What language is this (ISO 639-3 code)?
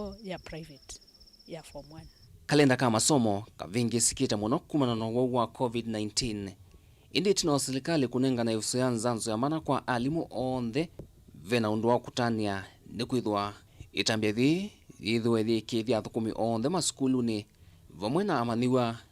kam